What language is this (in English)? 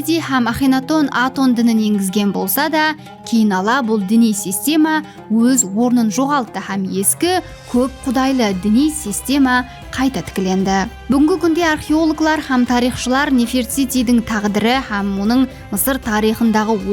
Kara-Kalpak